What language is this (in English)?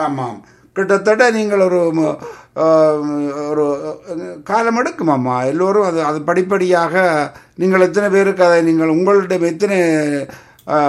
Tamil